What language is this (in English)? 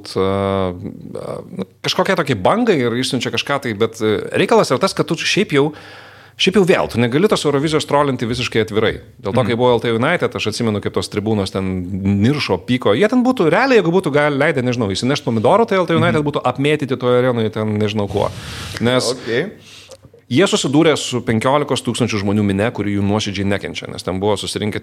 Lithuanian